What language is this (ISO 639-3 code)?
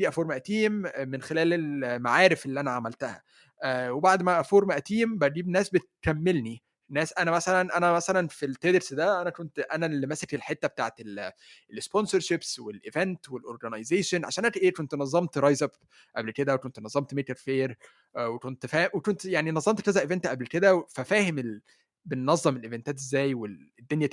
arz